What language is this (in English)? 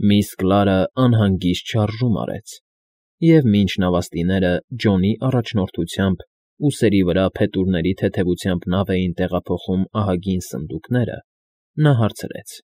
Armenian